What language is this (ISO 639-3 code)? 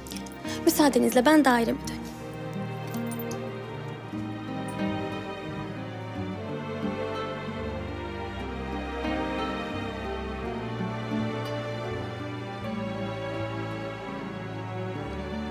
tur